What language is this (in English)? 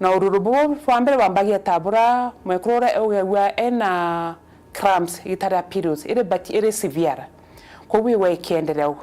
Meru